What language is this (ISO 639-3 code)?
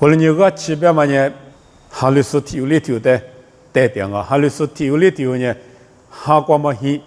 lis